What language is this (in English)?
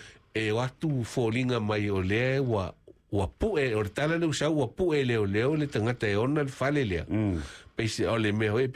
Samoan